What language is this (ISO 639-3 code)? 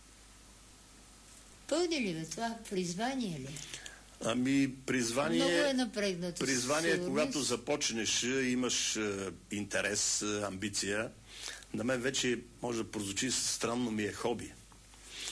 bul